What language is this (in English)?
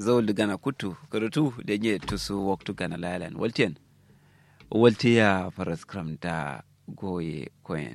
Kanuri